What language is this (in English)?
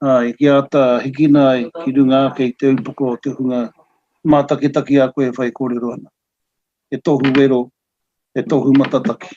Māori